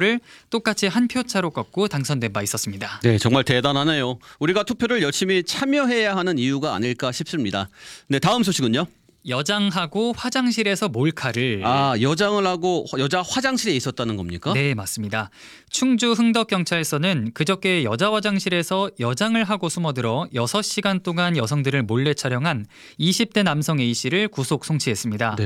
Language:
Korean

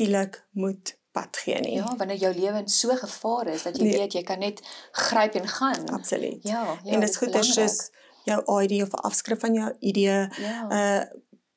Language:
Afrikaans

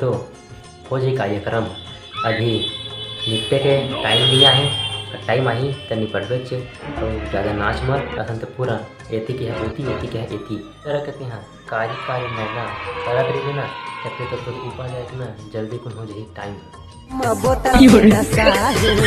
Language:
Chhattisgarhi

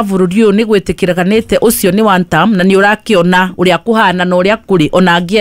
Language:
Kikuyu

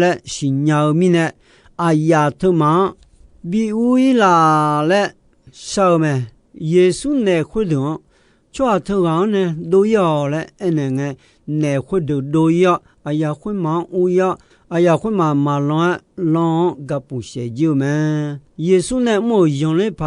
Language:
Akha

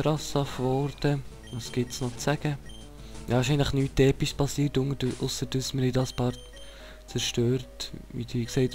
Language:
Swiss German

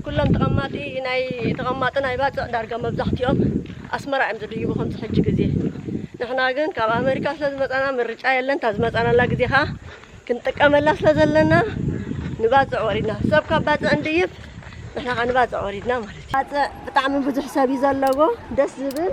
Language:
Tigrinya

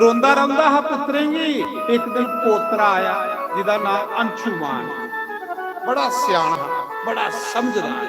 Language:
Dogri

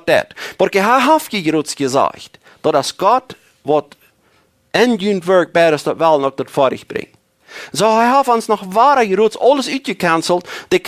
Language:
Plautdietsch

